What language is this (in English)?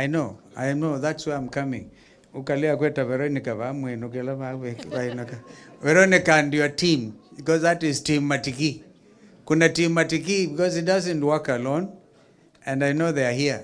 Kamba